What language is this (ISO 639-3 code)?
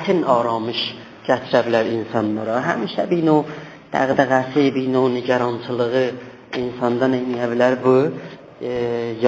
azb